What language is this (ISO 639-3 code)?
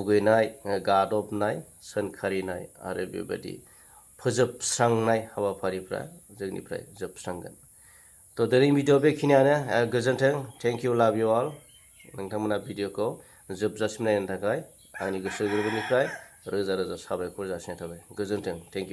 brx